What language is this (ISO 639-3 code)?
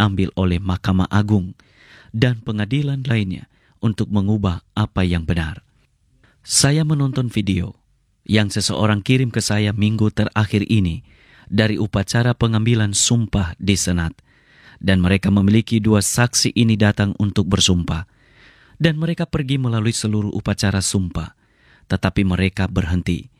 ind